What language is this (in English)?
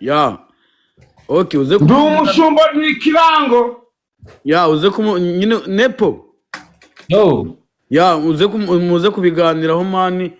Kinyarwanda